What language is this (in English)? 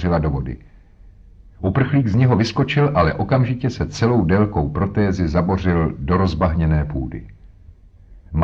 Czech